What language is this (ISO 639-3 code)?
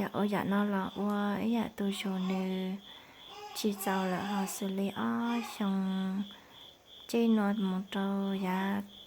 hmn